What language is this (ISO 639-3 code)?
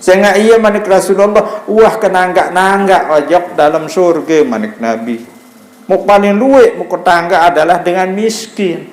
sas